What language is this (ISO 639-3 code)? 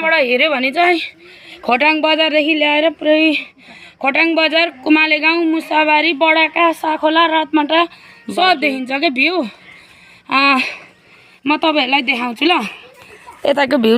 nep